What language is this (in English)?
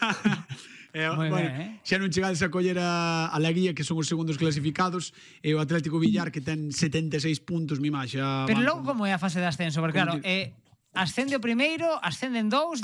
Galician